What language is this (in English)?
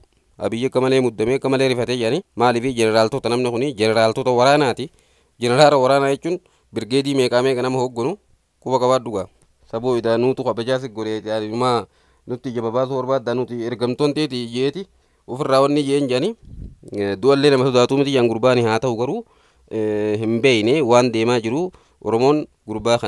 Oromo